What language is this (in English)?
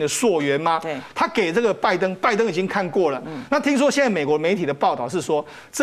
Chinese